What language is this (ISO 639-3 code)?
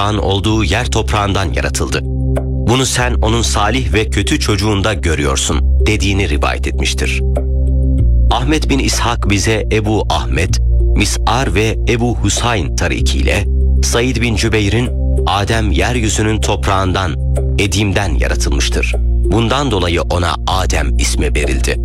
tur